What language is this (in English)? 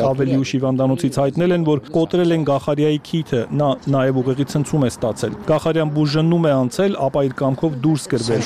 Armenian